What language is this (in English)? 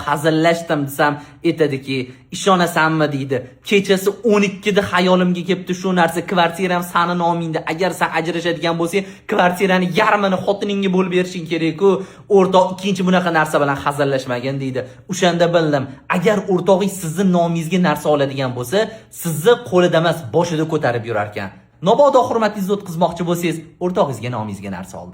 Uzbek